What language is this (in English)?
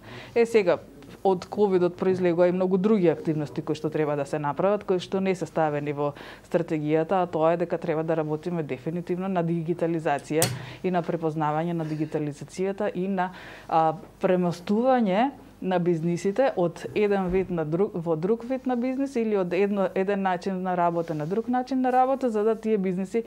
Macedonian